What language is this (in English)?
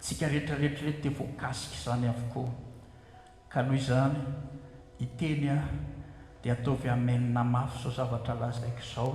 Malagasy